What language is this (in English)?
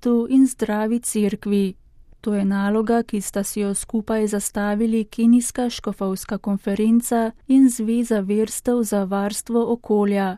Slovenian